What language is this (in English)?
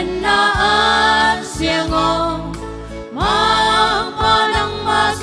Tedim Chin